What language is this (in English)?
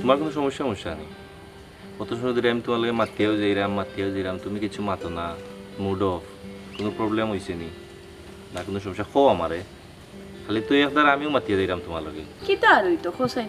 Sylheti